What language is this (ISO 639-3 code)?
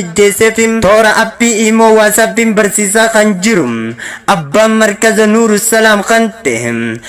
orm